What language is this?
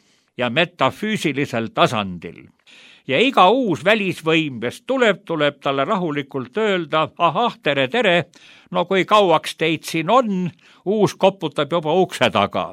Estonian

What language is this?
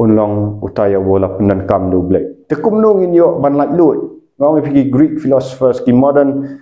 Khasi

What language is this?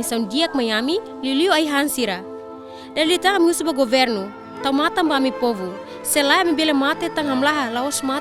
Tetum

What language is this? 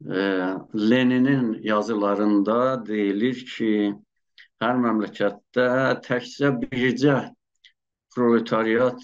South Azerbaijani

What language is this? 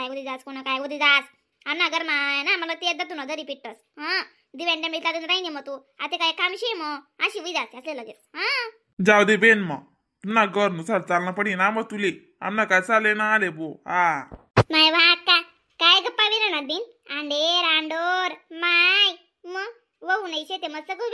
Khandesi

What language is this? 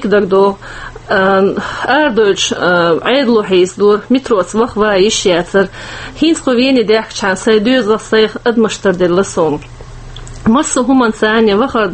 Chechen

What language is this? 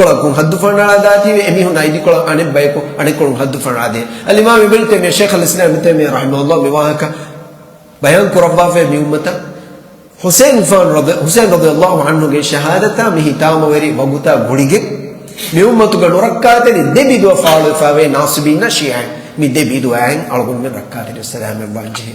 Divehi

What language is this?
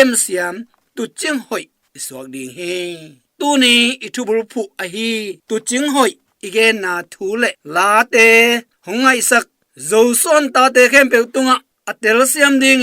Tedim Chin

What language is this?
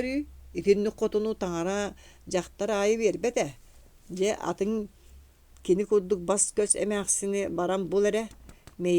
Yakut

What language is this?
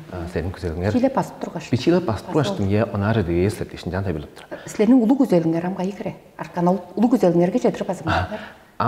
Tuvinian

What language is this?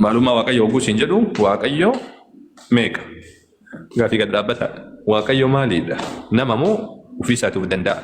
Oromo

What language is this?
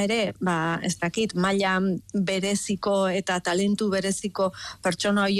Basque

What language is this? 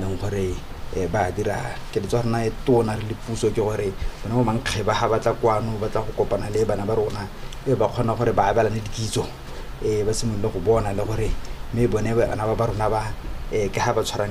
Tswana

